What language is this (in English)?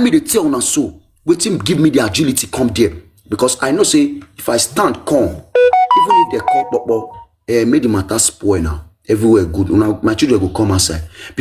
Nigerian Pidgin